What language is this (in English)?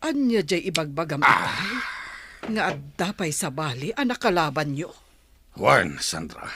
Iloko